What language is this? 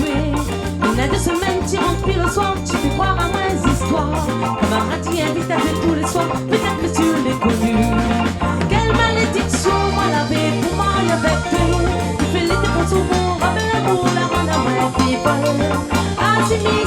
Réunion Creole French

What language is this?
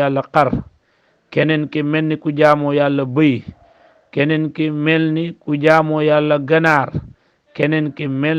Wolof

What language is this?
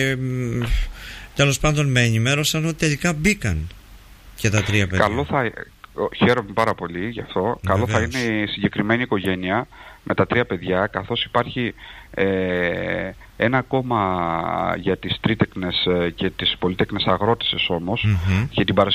Greek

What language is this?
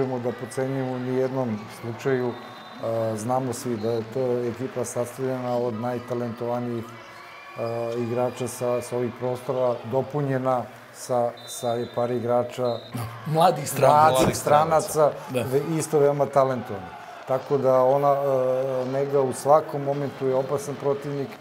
Serbian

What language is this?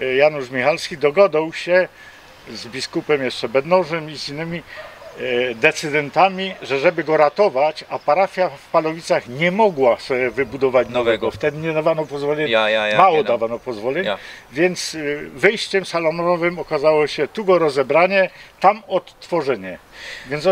Silesian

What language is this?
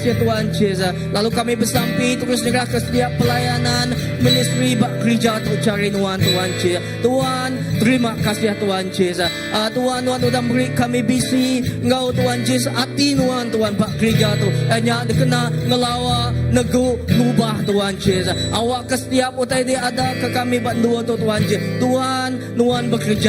Iban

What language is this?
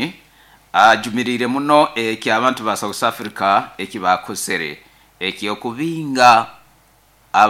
Nyoro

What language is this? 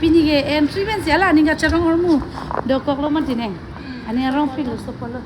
Karbi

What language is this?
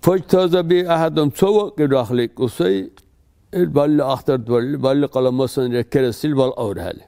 Dargwa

